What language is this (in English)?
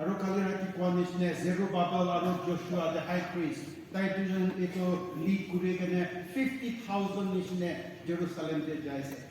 Naga Pidgin